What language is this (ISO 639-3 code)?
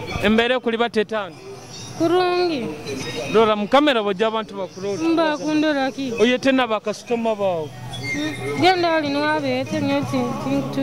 nyo